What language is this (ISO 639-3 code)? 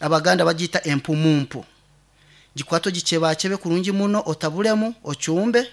nyn